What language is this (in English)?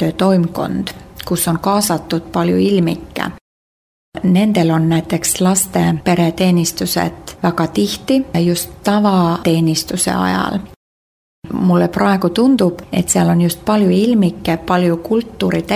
Estonian